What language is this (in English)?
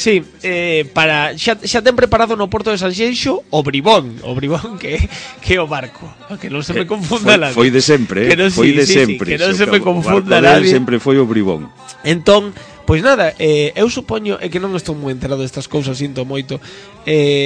Galician